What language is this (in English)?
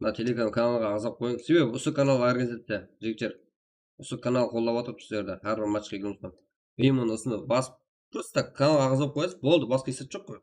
Kara-Kalpak